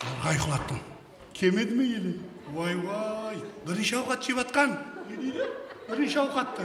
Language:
Kara-Kalpak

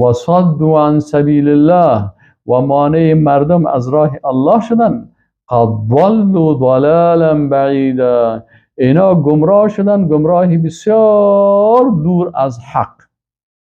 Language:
Persian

